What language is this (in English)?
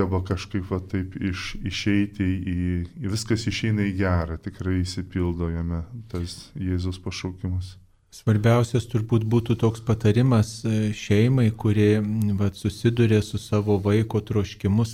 Lithuanian